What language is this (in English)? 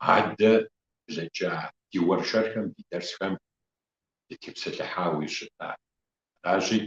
Kabardian